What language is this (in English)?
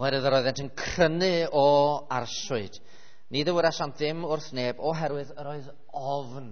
Welsh